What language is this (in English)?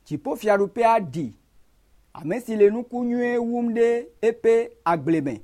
Ewe